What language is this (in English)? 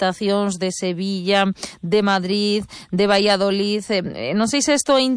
Galician